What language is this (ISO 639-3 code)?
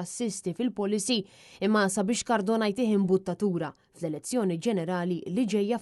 mlt